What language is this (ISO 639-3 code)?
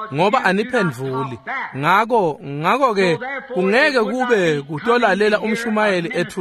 ssw